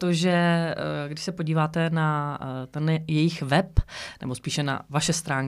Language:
Czech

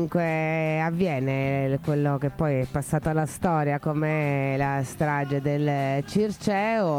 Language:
Italian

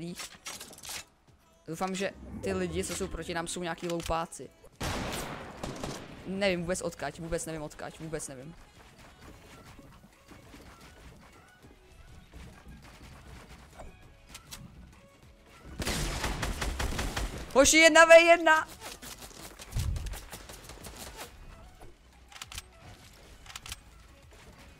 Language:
Czech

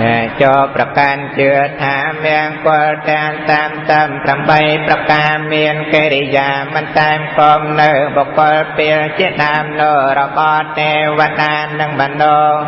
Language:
Khmer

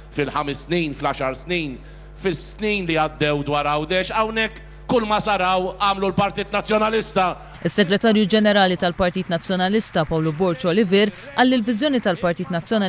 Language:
Maltese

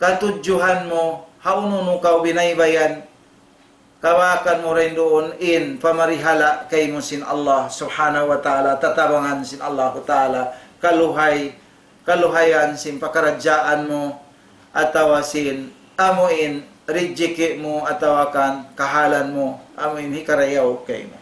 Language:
Tausug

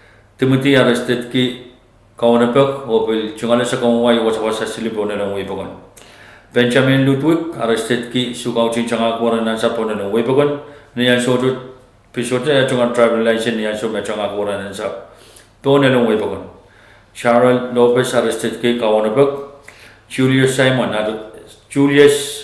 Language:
Pohnpeian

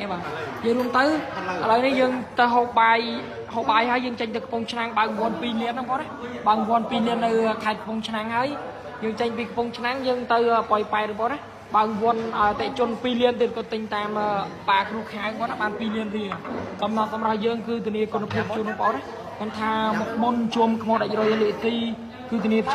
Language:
Khmer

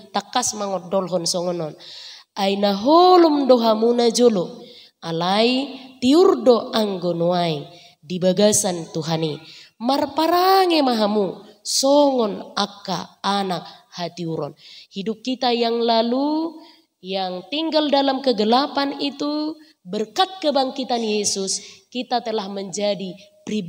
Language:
Batak Toba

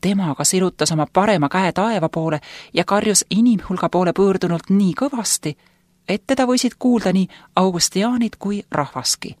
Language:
Estonian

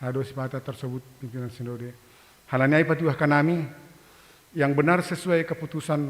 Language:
Batak Simalungun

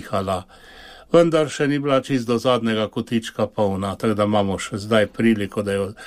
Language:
Slovenian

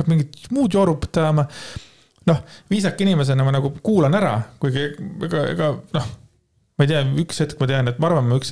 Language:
Estonian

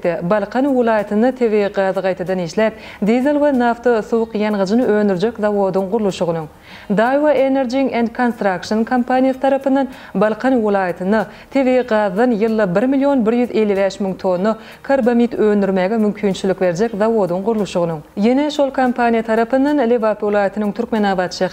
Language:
Turkmen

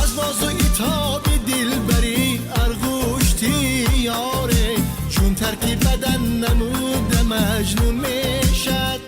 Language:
Tajik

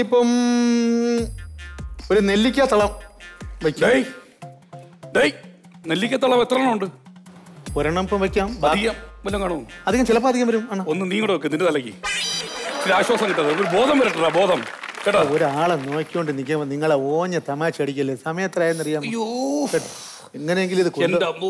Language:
Malayalam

